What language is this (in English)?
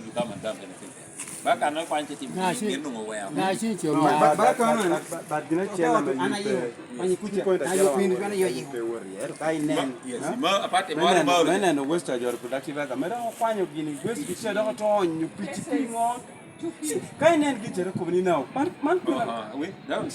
Lango (Uganda)